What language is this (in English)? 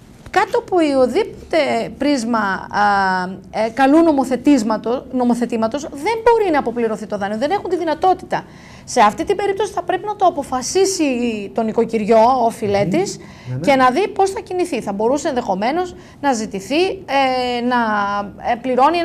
Greek